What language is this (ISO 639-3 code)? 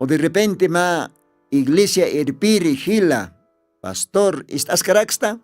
aym